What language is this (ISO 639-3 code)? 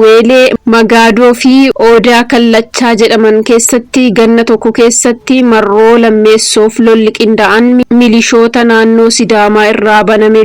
orm